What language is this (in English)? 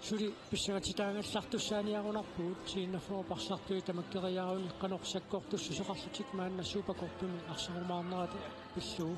Kalaallisut